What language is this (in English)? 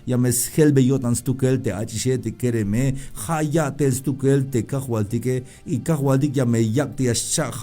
Tzeltal